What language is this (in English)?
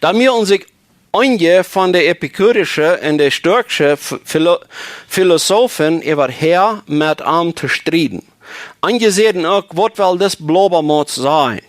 Plautdietsch